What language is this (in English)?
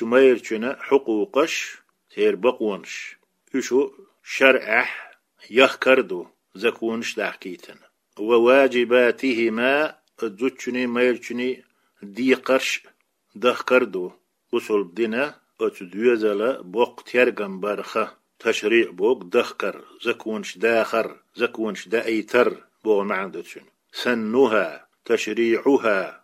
Chechen